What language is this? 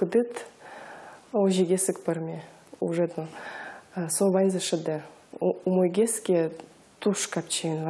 Udmurt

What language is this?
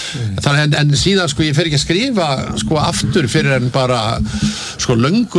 Icelandic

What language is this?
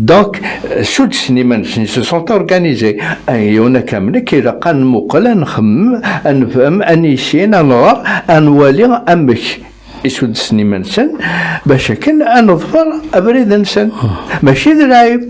Kabyle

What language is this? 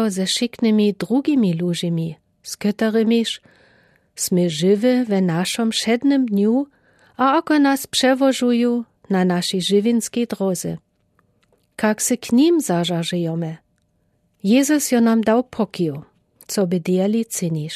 Lower Sorbian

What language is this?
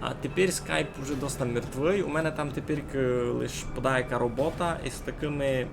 Rusyn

